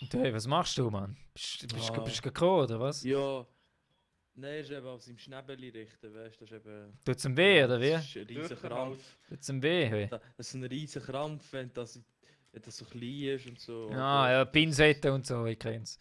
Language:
Swiss German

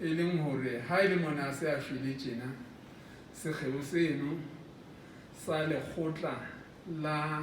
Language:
Southern Sotho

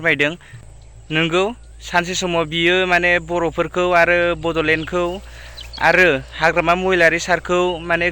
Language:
Bodo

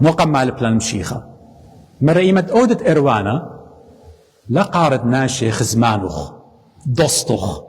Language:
Assyrian Neo-Aramaic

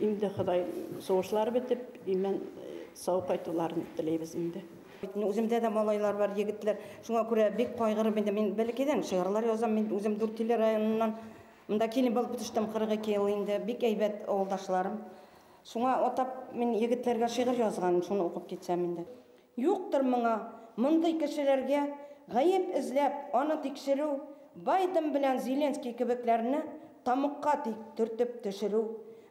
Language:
Bashkir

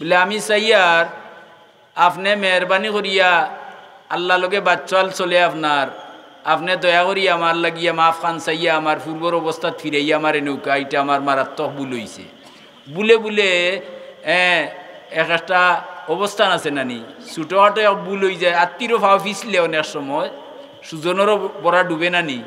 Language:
Sylheti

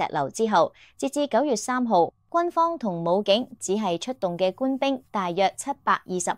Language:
Cantonese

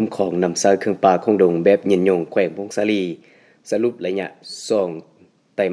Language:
Lao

